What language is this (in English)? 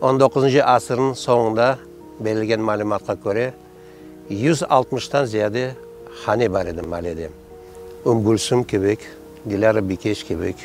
Crimean Tatar